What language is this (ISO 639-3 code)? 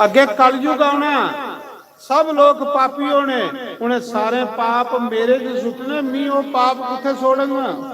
doi